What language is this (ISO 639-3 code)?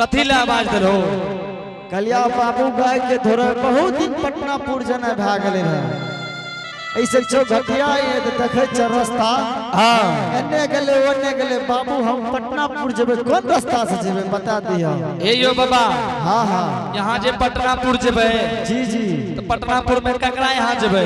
anp